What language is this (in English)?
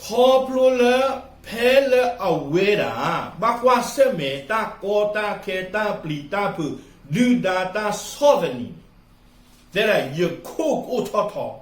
S'gaw Karen